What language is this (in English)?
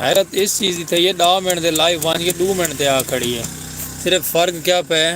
Saraiki